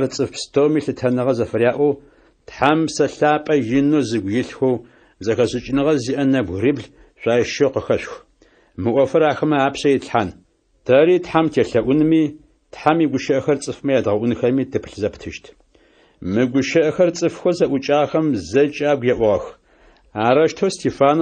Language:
Adyghe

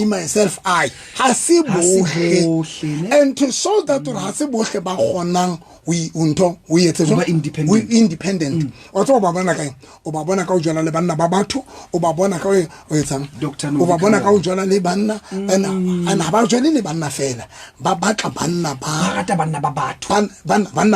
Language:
Southern Sotho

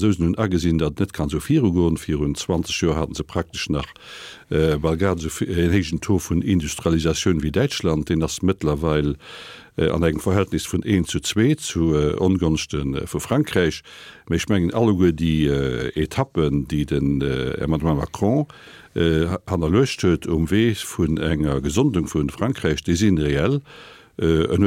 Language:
Luxembourgish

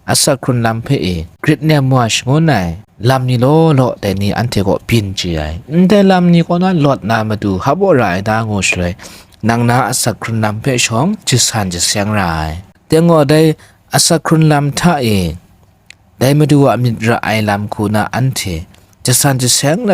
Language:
Kachin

